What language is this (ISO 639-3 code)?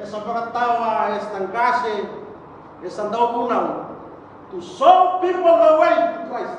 fij